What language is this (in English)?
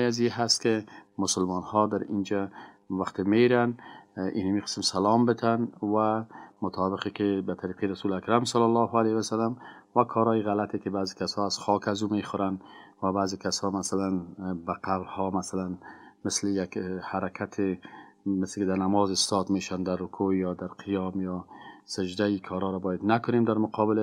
Persian